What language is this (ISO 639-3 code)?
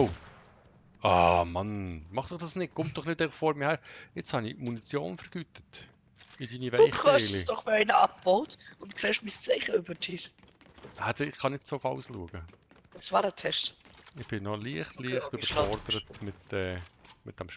gsw